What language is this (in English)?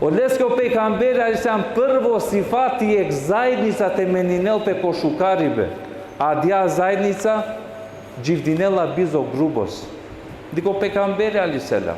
Balkan Romani